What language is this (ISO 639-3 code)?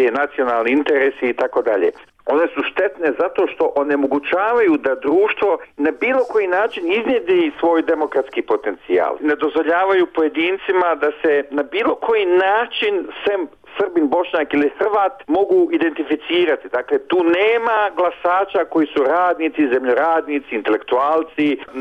bos